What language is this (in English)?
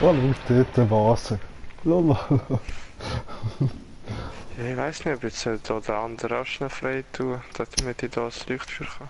Swiss German